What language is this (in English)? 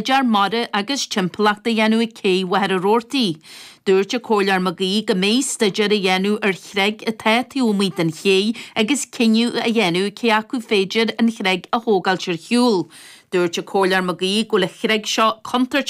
Irish